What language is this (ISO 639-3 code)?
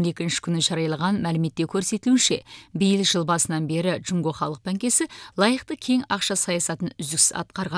kaz